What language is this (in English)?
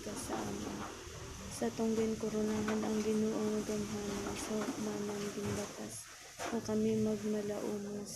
Hiligaynon